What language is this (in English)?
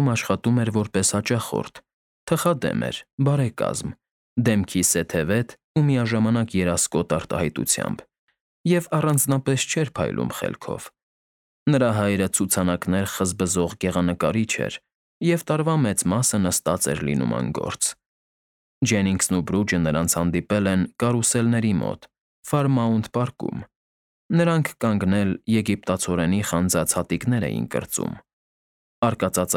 Armenian